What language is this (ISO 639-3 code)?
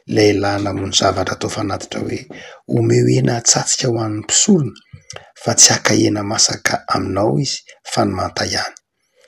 mlg